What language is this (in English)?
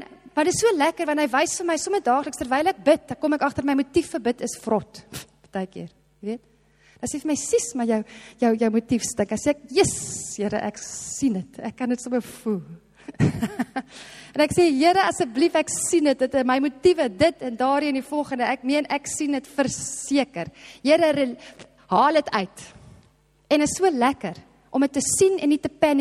Afrikaans